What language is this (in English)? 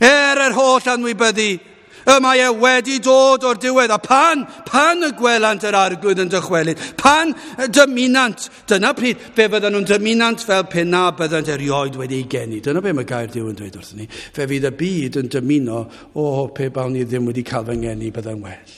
Welsh